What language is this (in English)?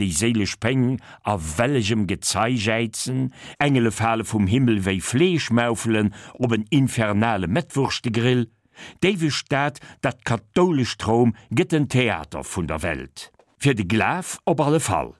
Luxembourgish